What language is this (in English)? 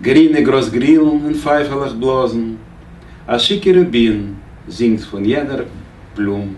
Yiddish